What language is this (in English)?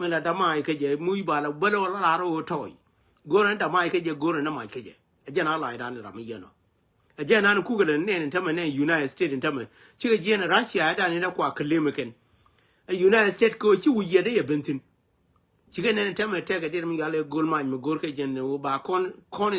Nuer